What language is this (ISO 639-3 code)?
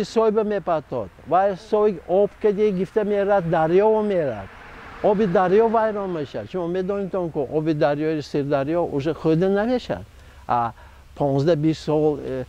tgk